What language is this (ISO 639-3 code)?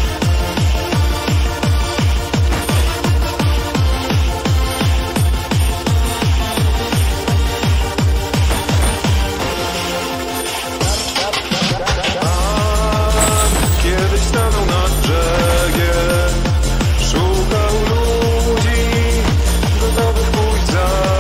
pol